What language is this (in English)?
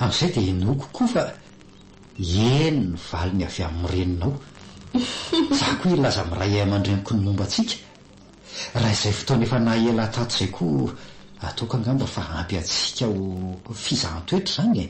Malagasy